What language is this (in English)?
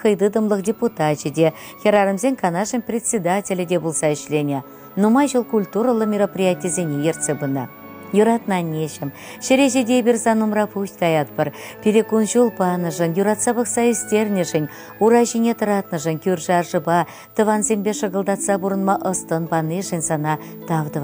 Chuvash